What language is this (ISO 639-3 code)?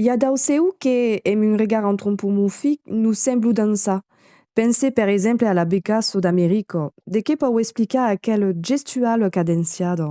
oci